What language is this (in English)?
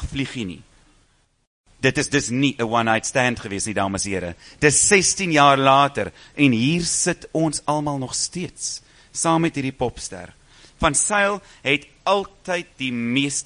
Afrikaans